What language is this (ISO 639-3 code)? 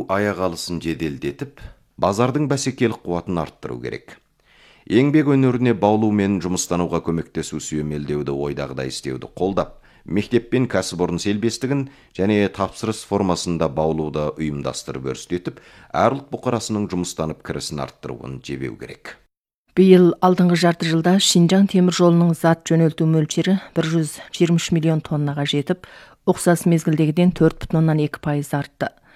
kaz